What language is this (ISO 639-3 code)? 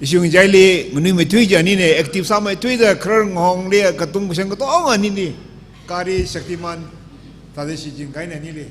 nmf